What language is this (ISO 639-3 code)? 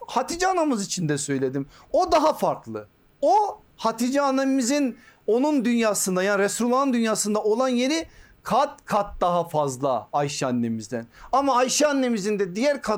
tur